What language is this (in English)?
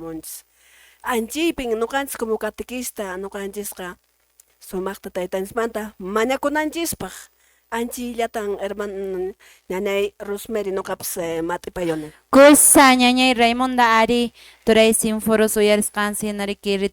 Quechua